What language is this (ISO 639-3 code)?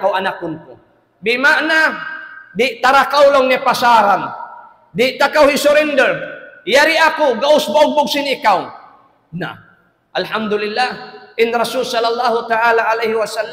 tsg